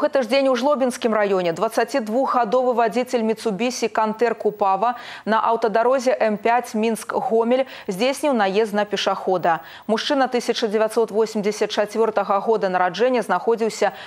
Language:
Belarusian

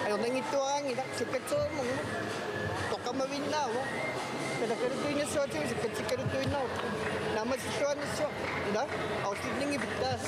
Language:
Kalaallisut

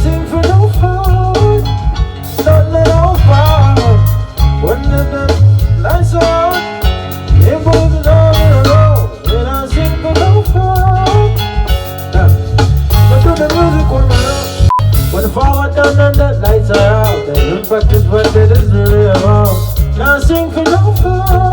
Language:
Jamaican Creole English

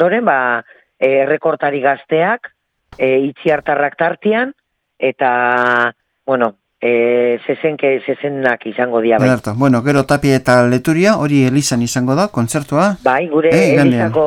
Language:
Basque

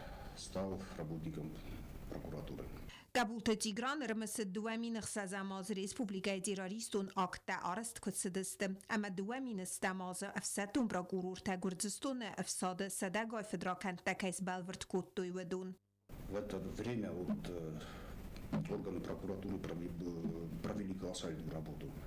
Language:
Ossetic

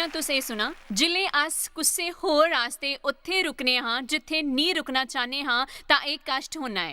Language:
Dogri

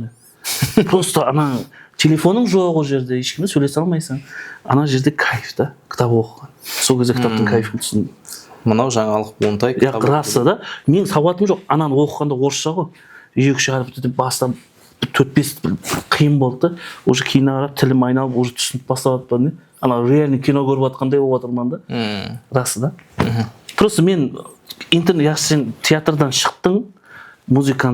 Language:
Kara-Kalpak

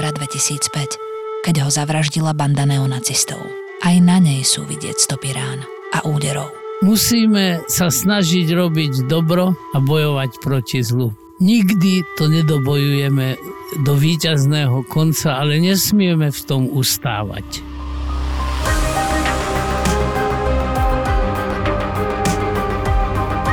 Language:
Slovak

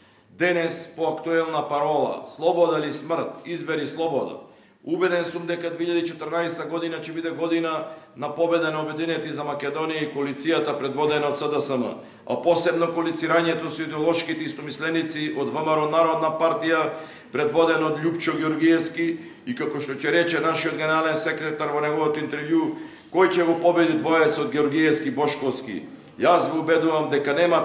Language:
Macedonian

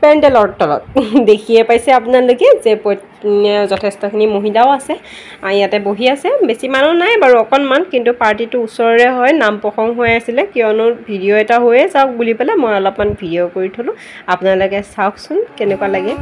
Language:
Assamese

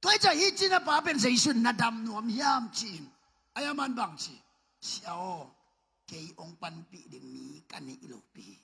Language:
Tedim Chin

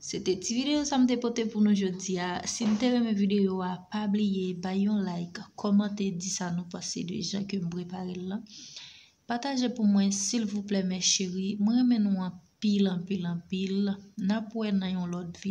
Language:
Haitian Creole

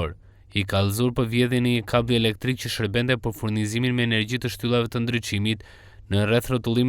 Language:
Albanian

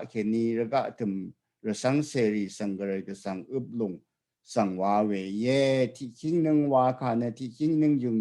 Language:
Rawang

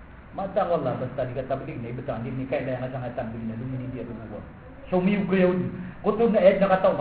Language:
Maranao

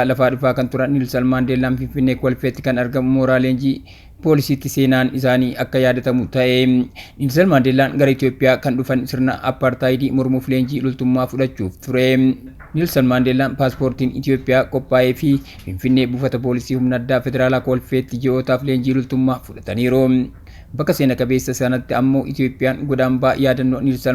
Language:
Oromo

